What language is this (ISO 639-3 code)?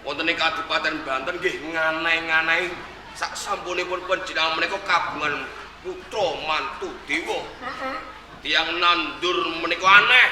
jav